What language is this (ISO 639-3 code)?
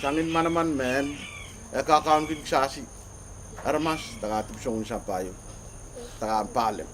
pon